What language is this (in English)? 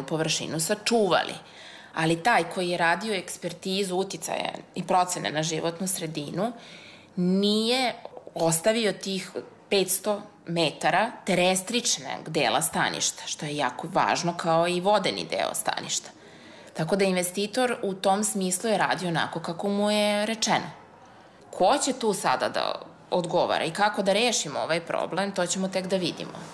Serbian